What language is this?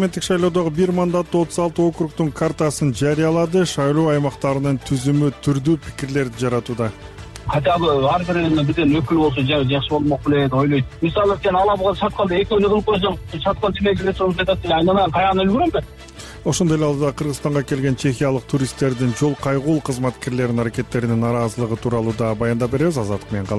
Kyrgyz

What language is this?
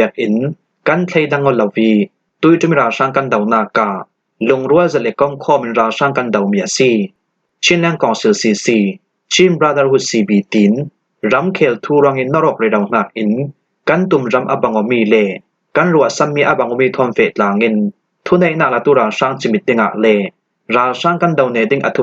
Falam Chin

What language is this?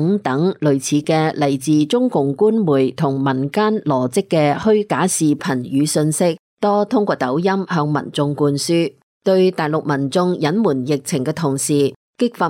Cantonese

